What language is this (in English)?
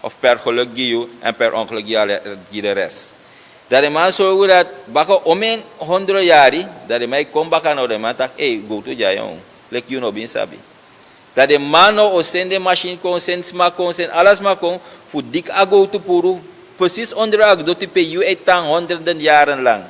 Sranan Tongo